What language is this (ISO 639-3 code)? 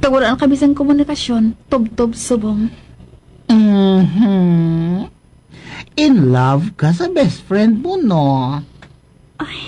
hil